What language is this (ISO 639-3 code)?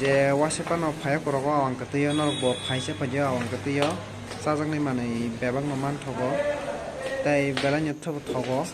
trp